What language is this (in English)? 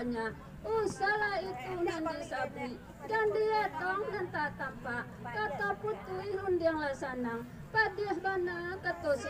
Minangkabau